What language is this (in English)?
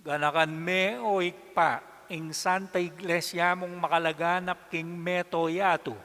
Pampanga